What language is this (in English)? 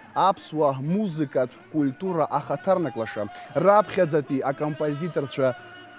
Abkhazian